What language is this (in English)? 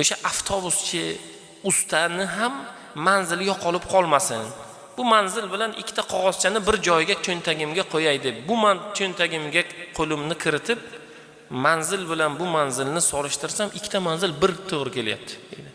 Uzbek